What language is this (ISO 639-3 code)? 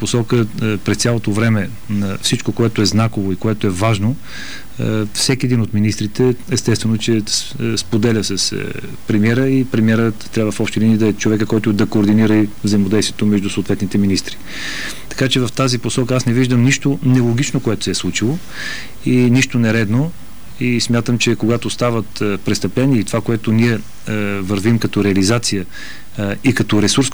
bul